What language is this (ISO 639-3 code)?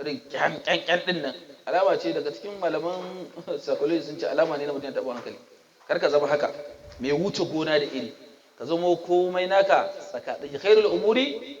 hau